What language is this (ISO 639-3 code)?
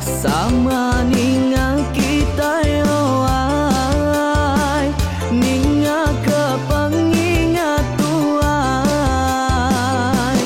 iba